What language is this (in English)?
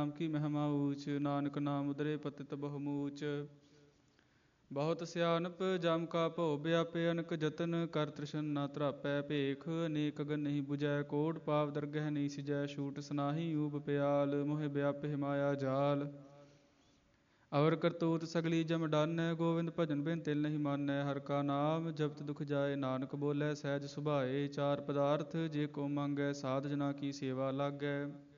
Punjabi